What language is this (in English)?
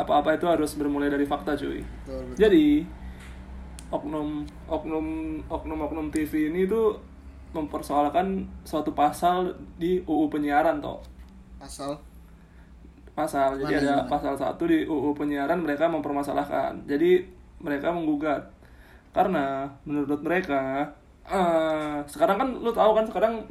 Indonesian